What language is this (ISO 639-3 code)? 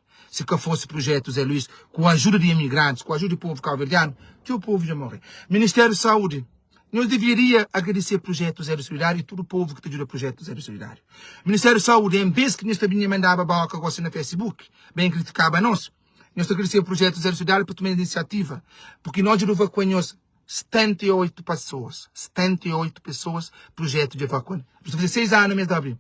kea